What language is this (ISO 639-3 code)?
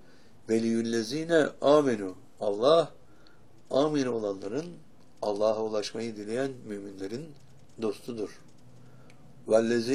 tur